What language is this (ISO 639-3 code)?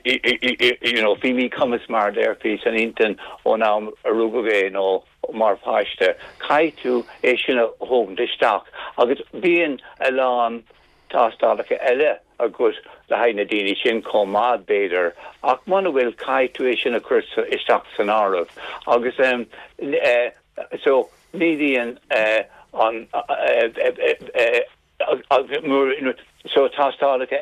gle